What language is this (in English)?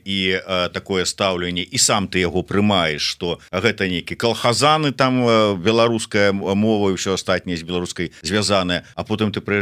Belarusian